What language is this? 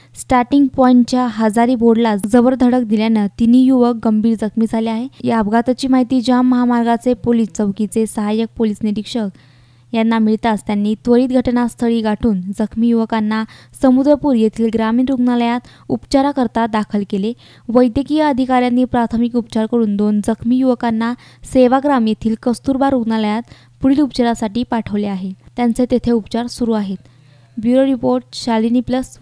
Marathi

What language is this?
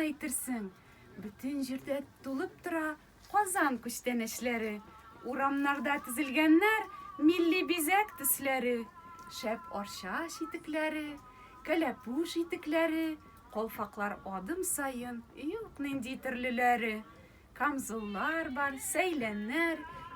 Tatar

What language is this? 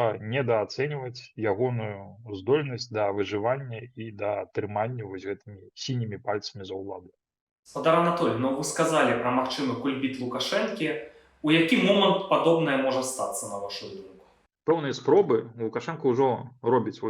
Belarusian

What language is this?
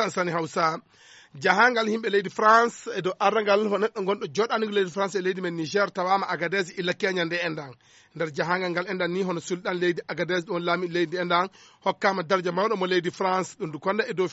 Fula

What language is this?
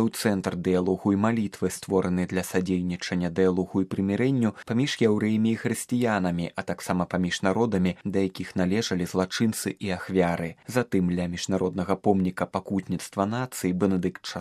Belarusian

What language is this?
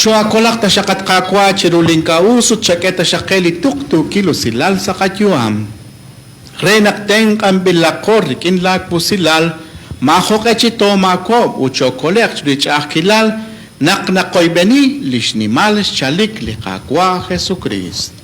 Kekchí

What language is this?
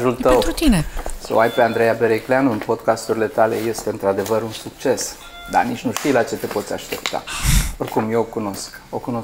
Romanian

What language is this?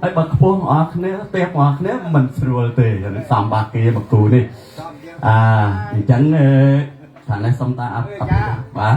Khmer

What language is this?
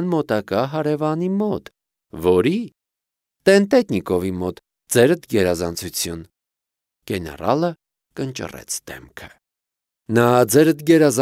Armenian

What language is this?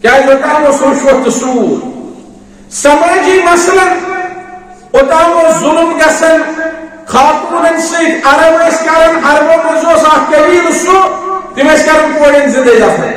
Kashmiri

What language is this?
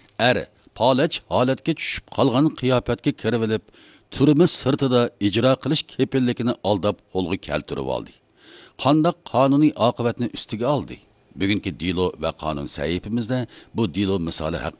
Uyghur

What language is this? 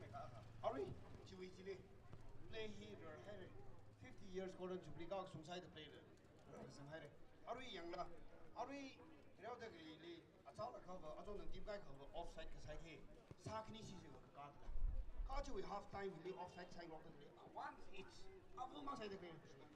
Tangkhul Naga (India)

